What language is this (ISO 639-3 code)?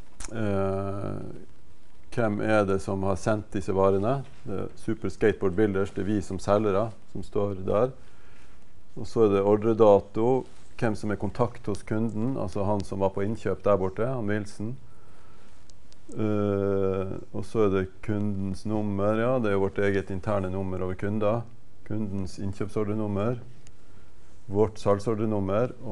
nor